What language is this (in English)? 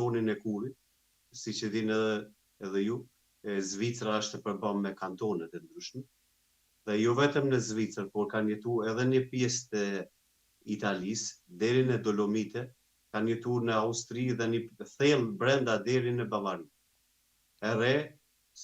Albanian